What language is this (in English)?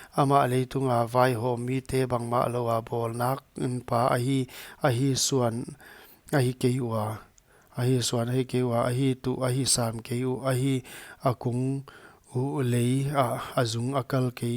Paite Chin